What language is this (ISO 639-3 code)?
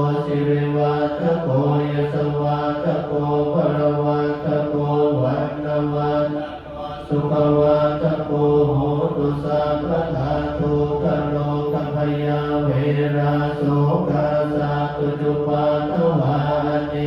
pli